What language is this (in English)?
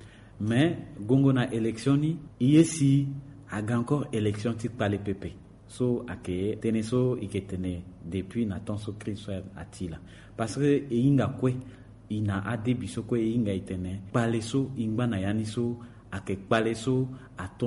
Sango